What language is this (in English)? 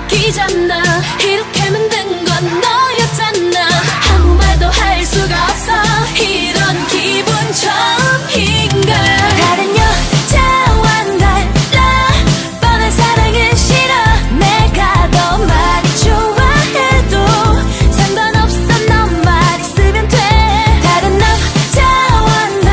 Korean